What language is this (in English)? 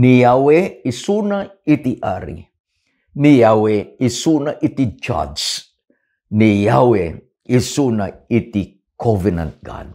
Iloko